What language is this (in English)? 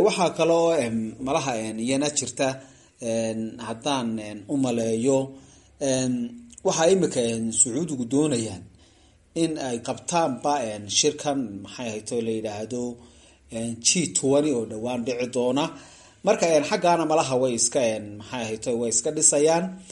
Somali